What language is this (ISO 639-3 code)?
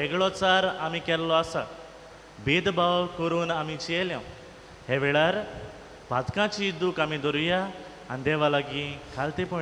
kok